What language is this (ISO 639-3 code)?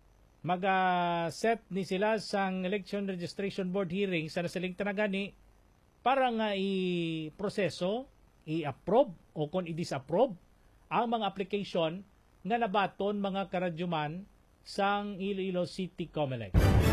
hil